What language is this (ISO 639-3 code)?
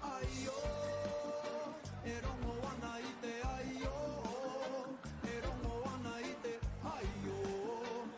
mri